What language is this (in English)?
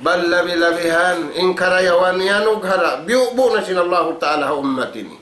Tausug